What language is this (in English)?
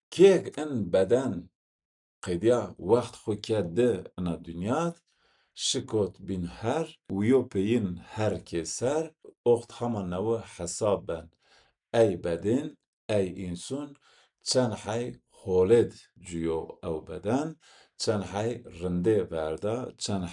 Zaza